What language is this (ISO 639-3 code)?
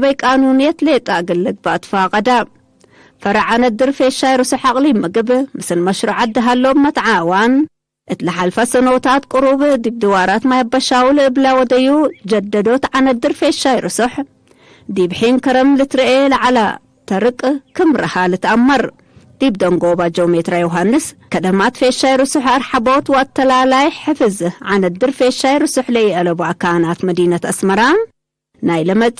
tig